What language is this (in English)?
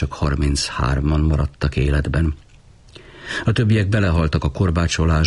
Hungarian